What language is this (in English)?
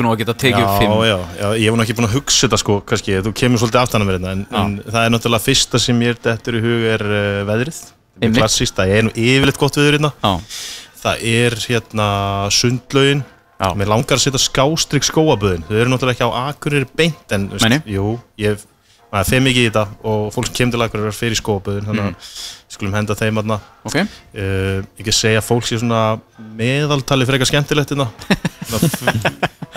Icelandic